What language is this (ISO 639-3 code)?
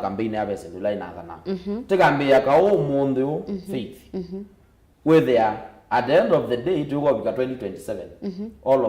kam